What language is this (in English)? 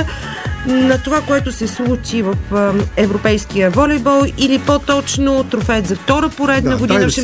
Bulgarian